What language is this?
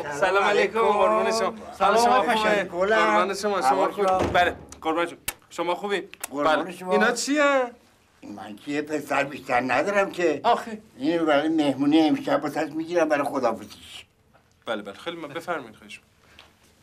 Persian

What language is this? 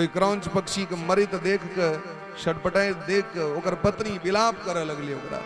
Maithili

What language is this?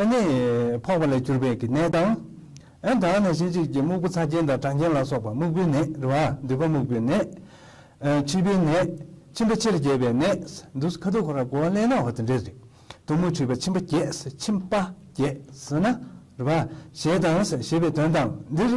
Tibetan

